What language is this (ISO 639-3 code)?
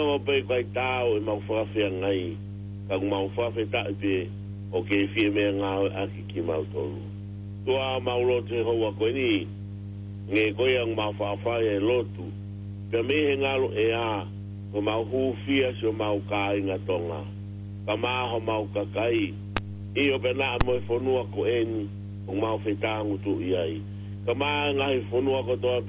ton